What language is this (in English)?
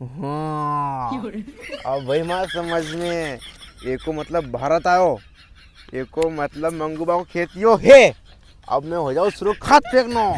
Rajasthani